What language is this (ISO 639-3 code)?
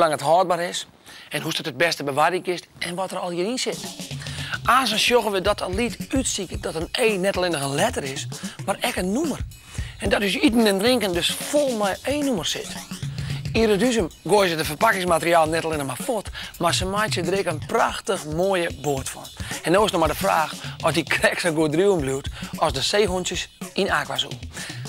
fry